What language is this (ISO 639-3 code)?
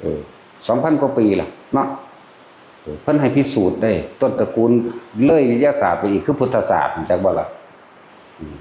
tts